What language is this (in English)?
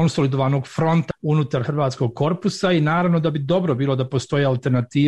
Croatian